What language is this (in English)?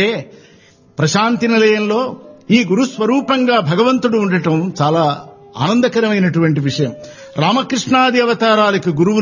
Telugu